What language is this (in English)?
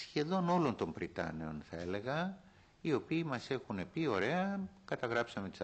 Greek